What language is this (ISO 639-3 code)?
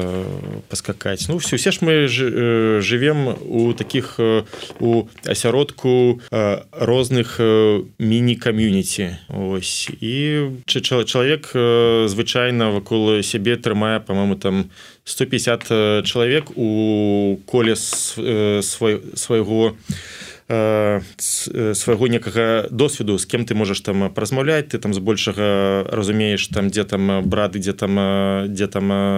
bel